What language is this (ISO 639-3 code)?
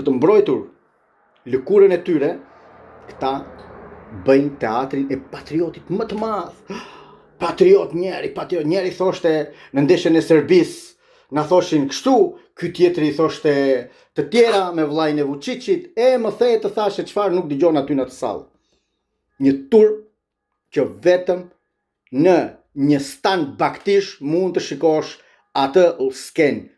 sqi